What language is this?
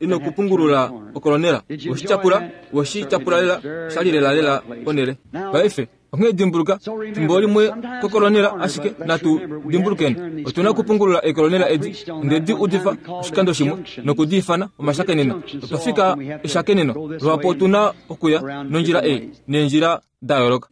Kuanyama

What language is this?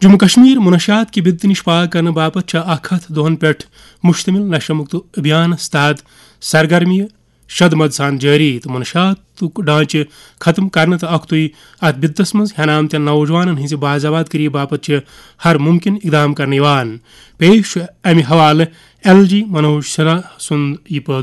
Kashmiri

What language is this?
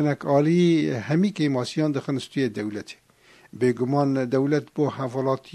Kurdish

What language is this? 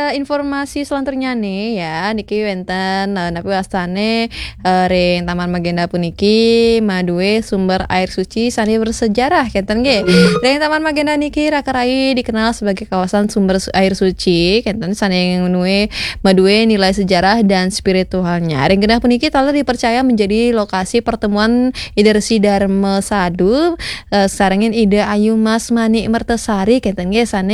Balinese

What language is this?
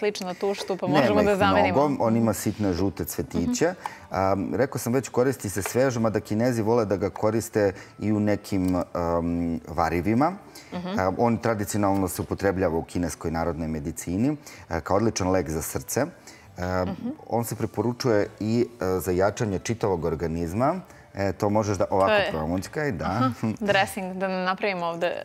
Serbian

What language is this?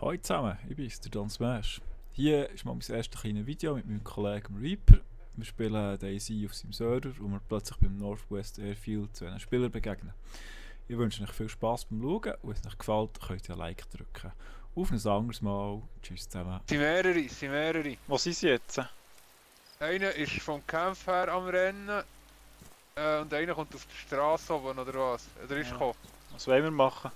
Swiss German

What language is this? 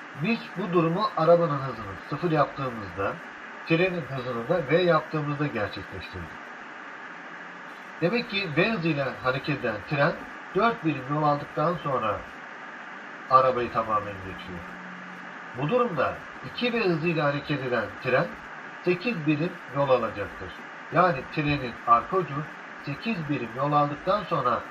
Turkish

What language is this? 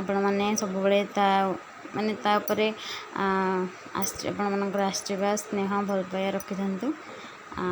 Odia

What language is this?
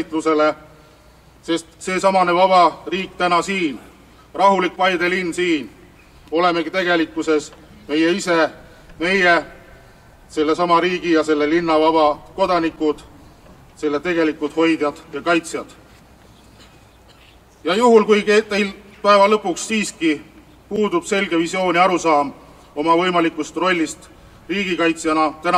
Estonian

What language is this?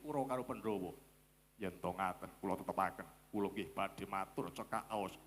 Javanese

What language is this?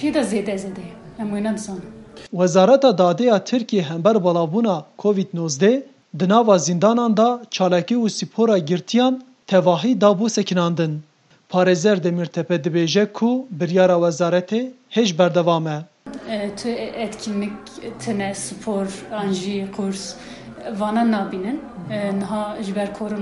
Kurdish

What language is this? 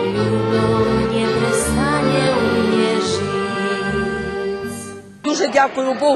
Rusyn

